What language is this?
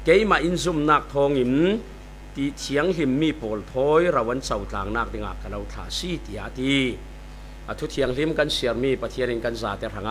Falam Chin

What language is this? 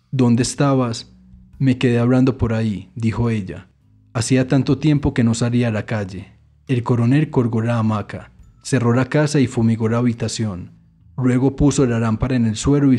Spanish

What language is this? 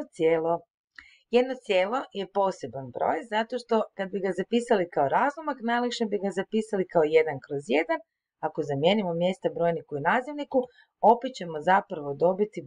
Croatian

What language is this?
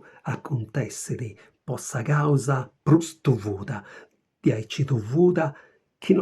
Sardinian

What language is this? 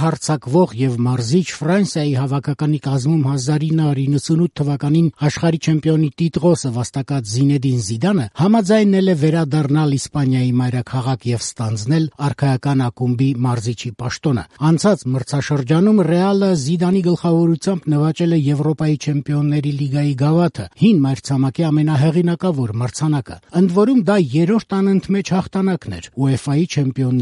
Armenian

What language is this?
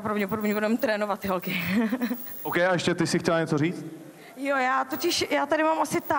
Czech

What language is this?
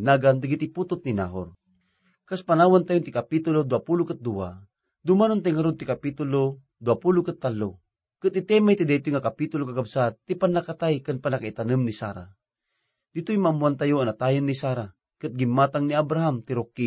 Iloko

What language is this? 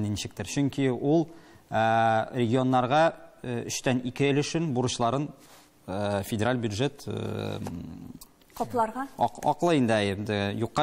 Tatar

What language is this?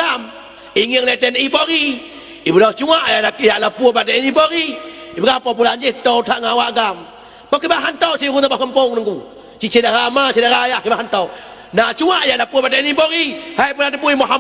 Achinese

